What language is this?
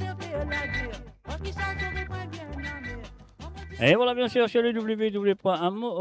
Morisyen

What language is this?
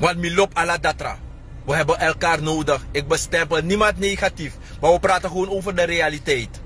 Sranan Tongo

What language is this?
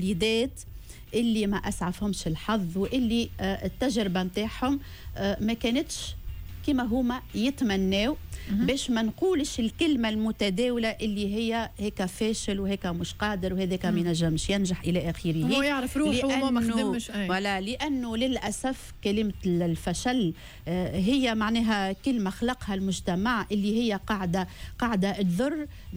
Tunisian Arabic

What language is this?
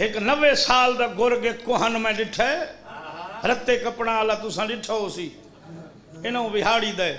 Saraiki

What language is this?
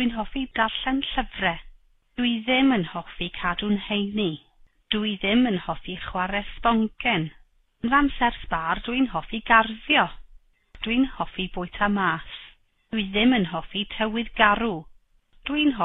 Welsh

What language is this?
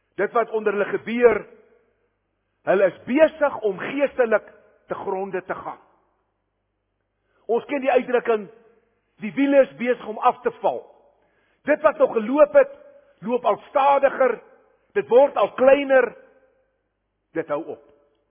Afrikaans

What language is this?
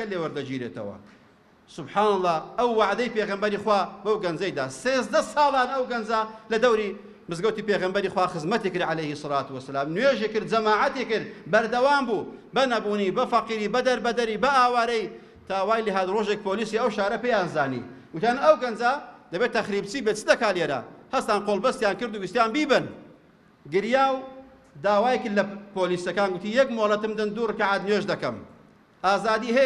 Central Kurdish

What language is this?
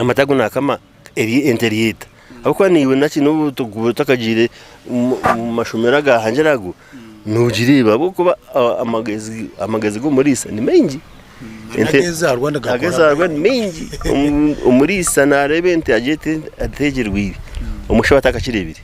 Nyankole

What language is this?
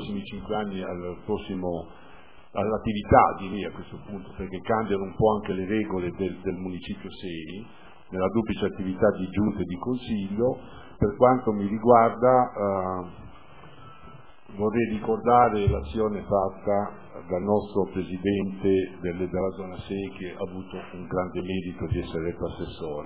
Italian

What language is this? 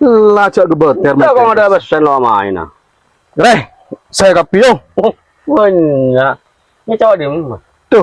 Madurese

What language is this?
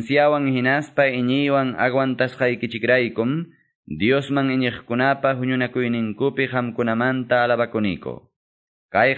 Quechua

